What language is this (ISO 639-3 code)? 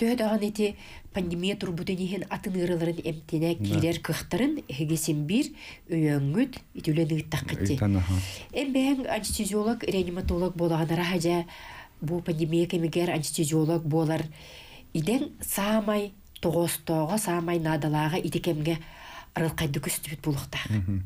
sah